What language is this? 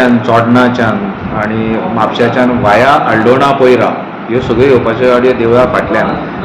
Konkani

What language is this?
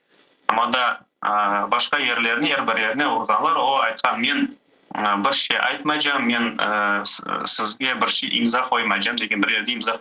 Crimean Tatar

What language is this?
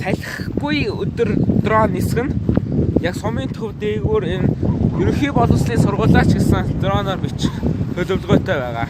Mongolian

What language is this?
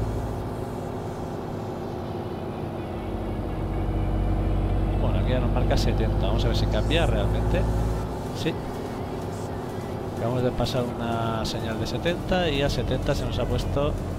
Spanish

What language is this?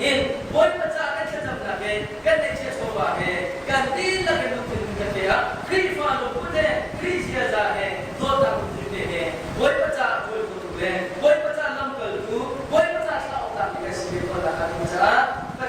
Hakha Chin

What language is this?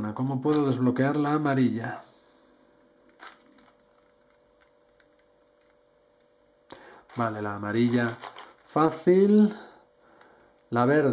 Spanish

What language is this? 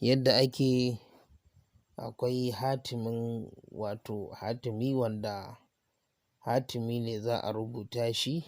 Hausa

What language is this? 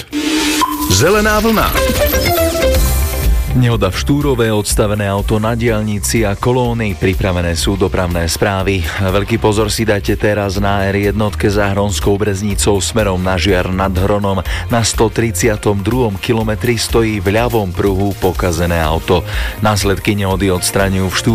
Slovak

